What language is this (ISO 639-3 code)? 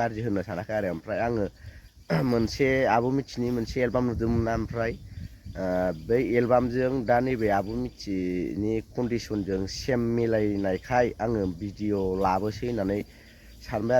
brx